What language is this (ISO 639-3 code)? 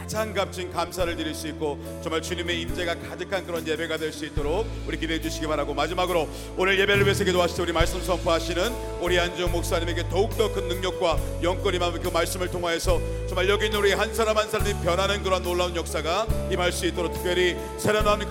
kor